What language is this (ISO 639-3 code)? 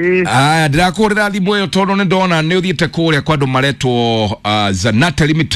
kik